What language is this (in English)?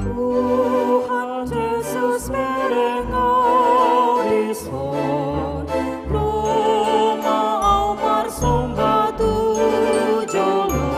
Batak Toba